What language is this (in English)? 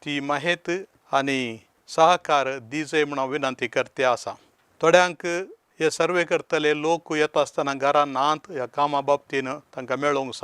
Konkani